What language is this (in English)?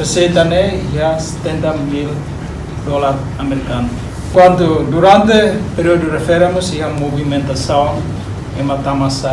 Tetum